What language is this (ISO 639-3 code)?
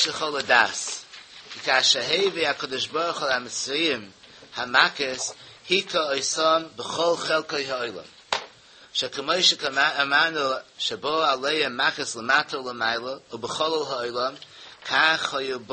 yid